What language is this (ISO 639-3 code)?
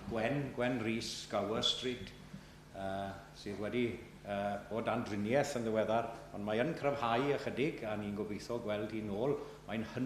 cym